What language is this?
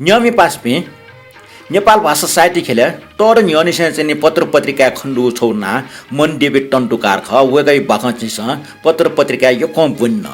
Newari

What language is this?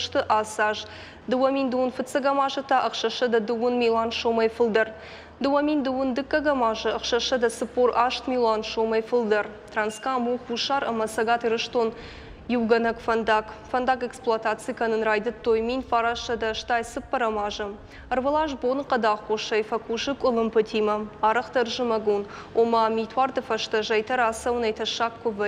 Ossetic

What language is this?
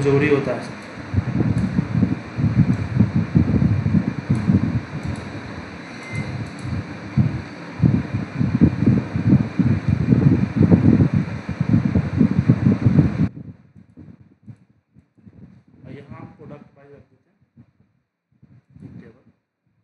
Hindi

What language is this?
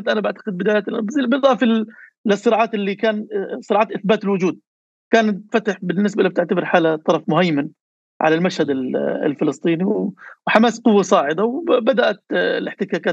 North Levantine Arabic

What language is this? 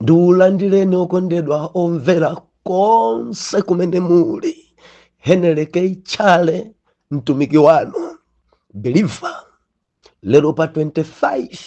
Nyanja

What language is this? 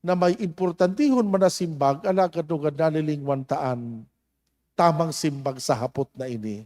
Bikol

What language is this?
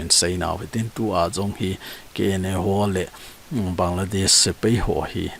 Thado Chin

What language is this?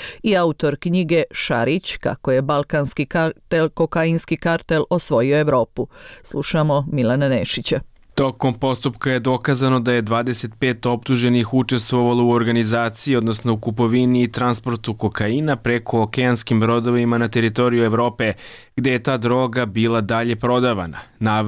Croatian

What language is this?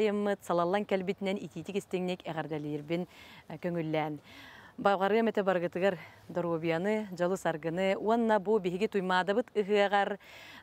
Yakut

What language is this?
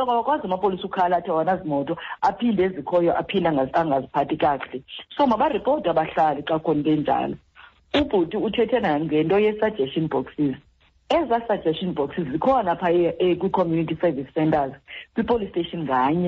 Xhosa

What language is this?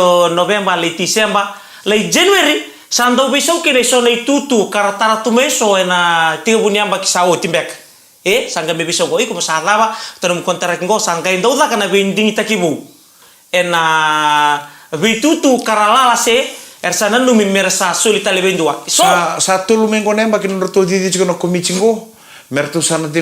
Fijian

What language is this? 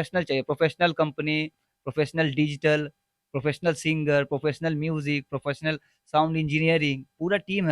Bhojpuri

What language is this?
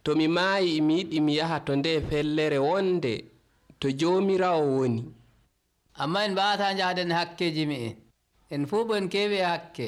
Nigerian Fulfulde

